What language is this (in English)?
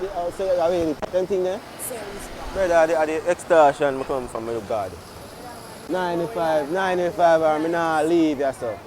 Jamaican Creole English